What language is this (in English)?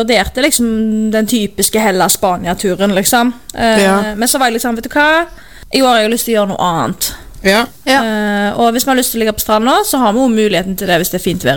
Norwegian